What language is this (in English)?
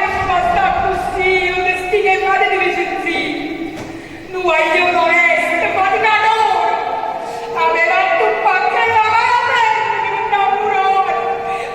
Neapolitan